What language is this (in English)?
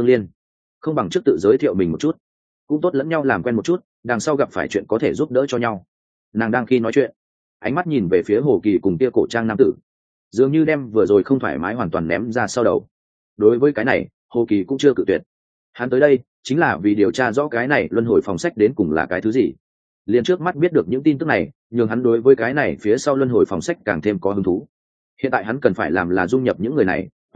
Vietnamese